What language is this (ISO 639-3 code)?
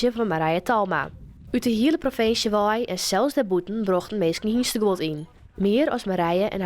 fry